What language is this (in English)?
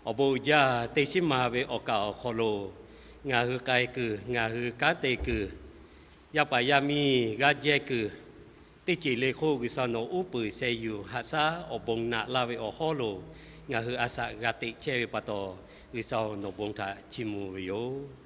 Lahu